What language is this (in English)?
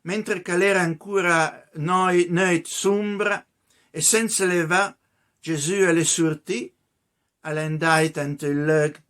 Piedmontese